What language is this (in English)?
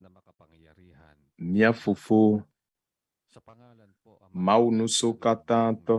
Ewe